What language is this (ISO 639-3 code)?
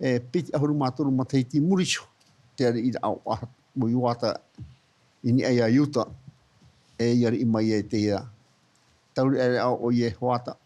tah